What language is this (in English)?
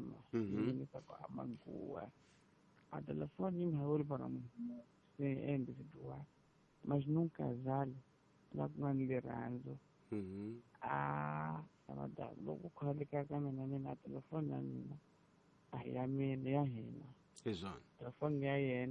Tsonga